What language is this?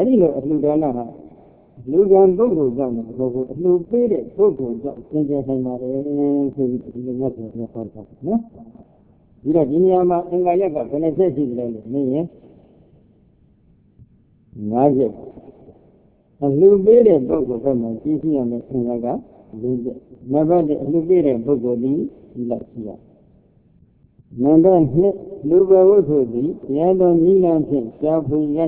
Burmese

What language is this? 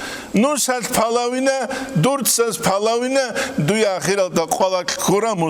Avaric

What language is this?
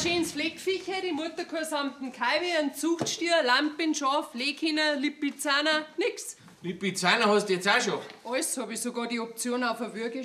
Bavarian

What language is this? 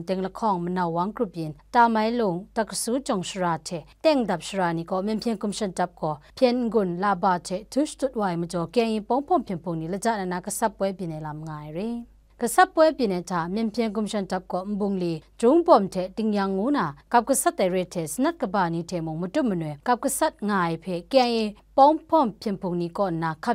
Kachin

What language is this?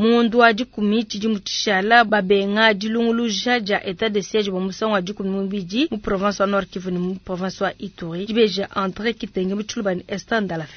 Luba-Lulua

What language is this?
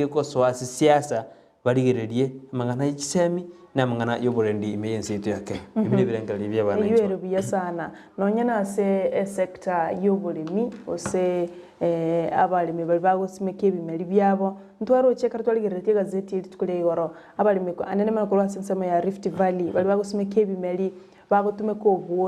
Gusii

